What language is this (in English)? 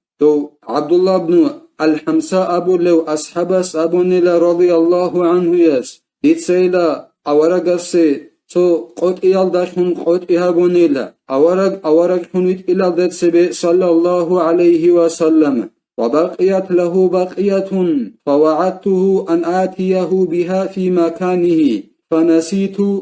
Avaric